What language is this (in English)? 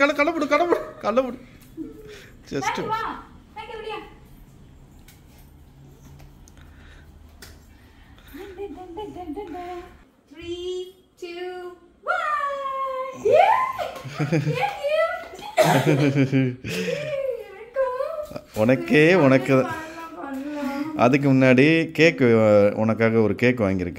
Tamil